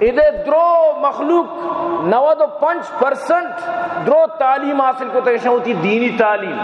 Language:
Baluchi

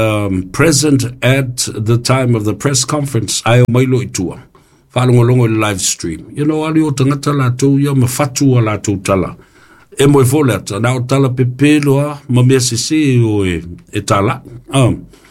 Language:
Samoan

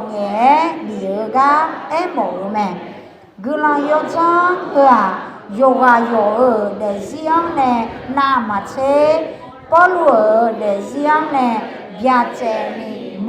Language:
Akha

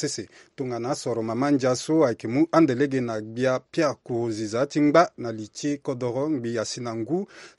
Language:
Sango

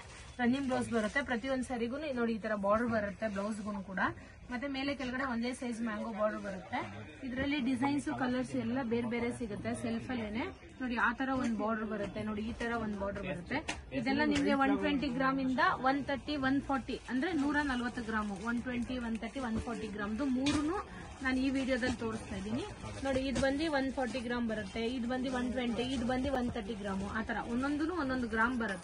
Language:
Kannada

